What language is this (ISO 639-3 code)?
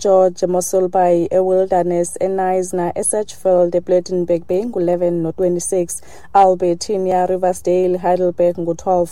xho